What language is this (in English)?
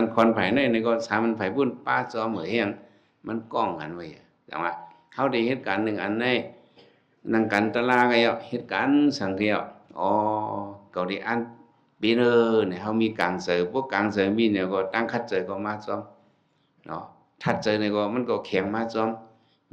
Shan